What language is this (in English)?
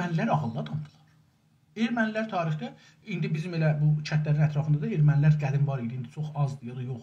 South Azerbaijani